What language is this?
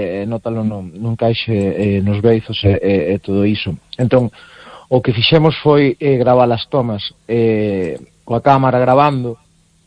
Galician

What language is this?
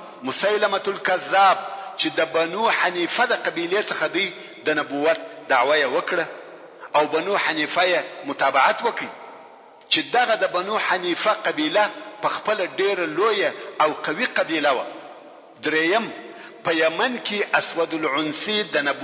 Pashto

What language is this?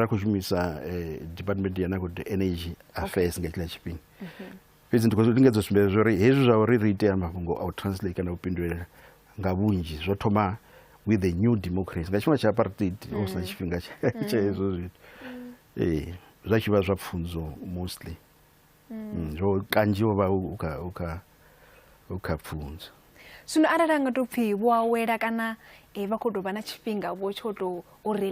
Venda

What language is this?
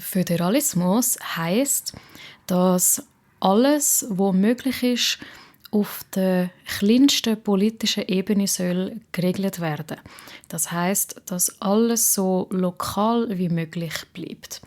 Swiss German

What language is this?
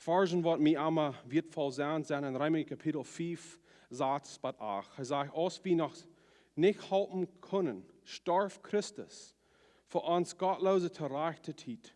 Plautdietsch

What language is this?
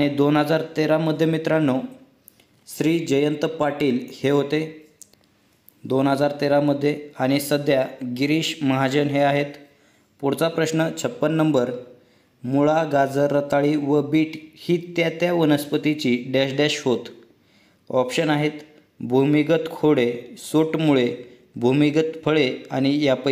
Marathi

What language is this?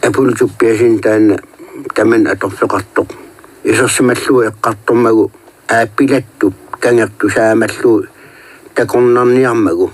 Kalaallisut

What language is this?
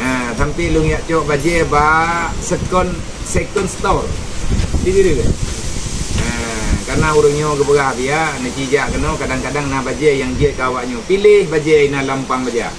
Achinese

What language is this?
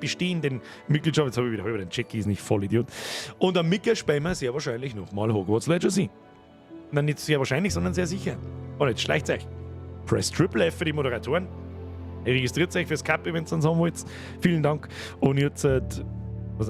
Bavarian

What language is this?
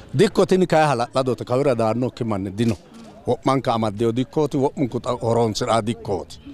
Sidamo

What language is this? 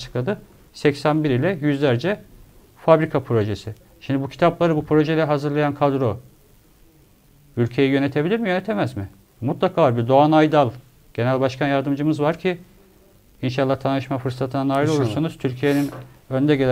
Turkish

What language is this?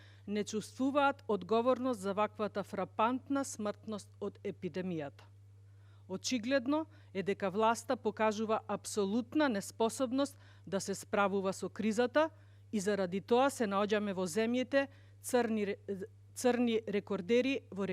Macedonian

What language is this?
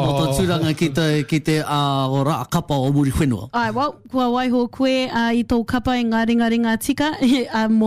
Māori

